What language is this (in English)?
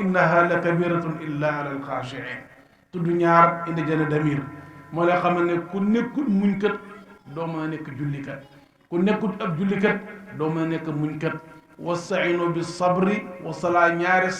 Wolof